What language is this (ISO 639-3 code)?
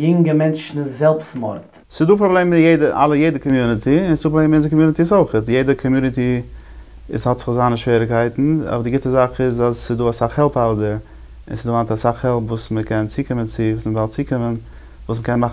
yid